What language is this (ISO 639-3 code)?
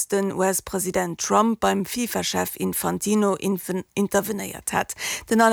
ltz